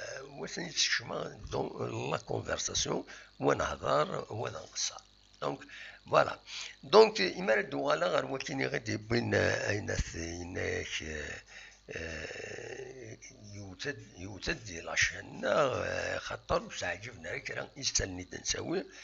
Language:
Kabyle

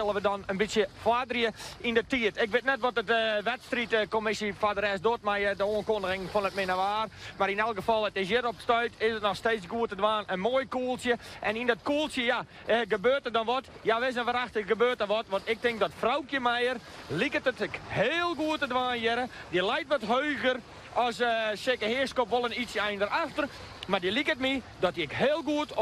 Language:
Western Frisian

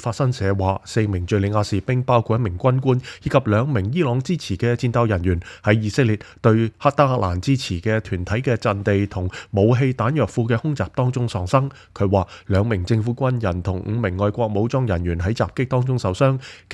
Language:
Cantonese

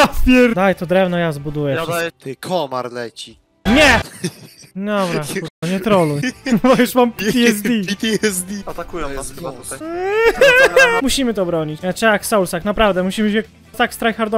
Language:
Polish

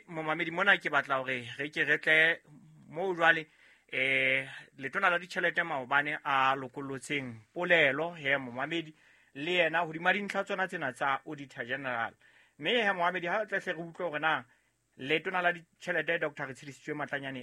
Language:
Southern Sotho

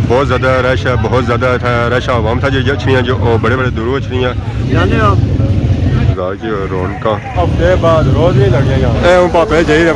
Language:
Pahari-Potwari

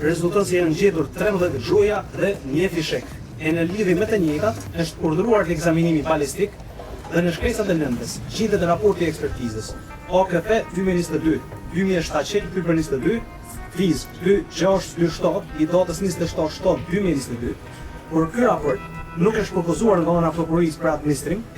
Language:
Albanian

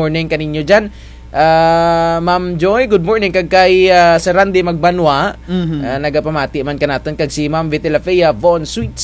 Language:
Kinaray-a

